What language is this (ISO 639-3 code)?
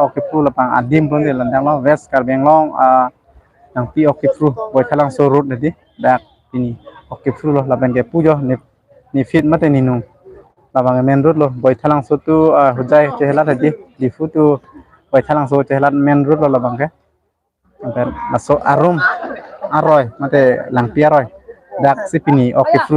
mjw